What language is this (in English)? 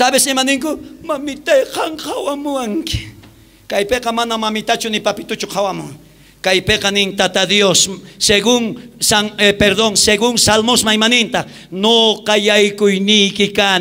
South Bolivian Quechua